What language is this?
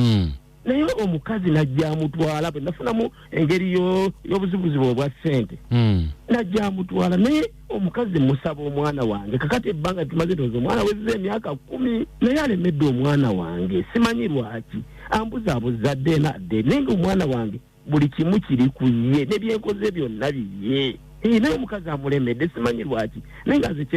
Ganda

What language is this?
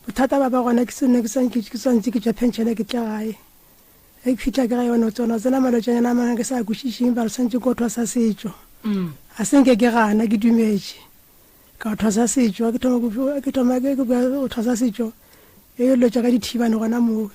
Northern Sotho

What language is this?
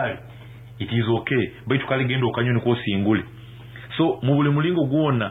Nyankole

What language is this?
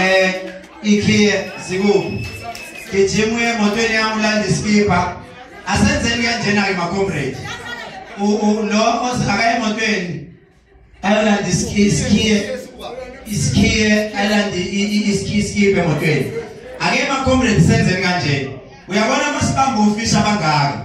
Zulu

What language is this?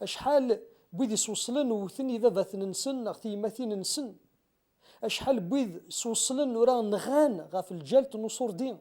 Kabyle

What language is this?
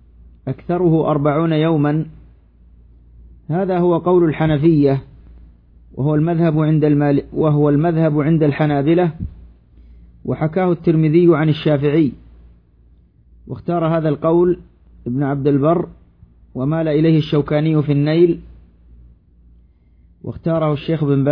Arabic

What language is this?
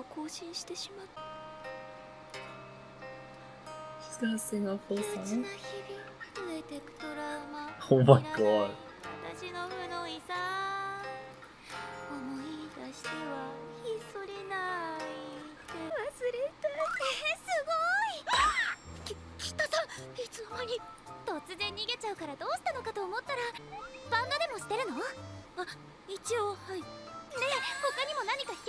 Japanese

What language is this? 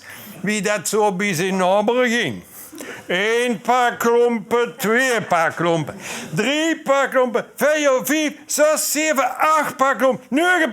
Limburgish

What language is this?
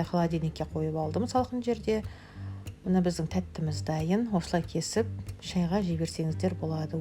Kazakh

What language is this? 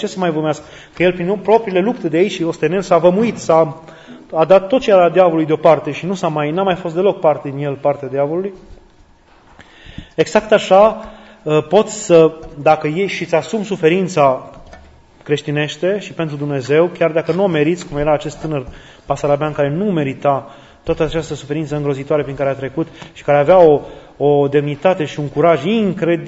Romanian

